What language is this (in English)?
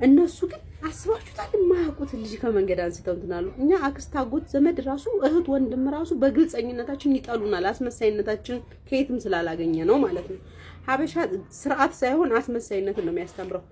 Amharic